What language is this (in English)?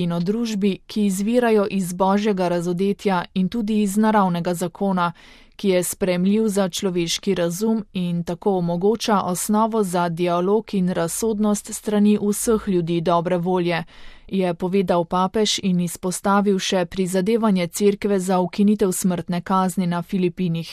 Slovenian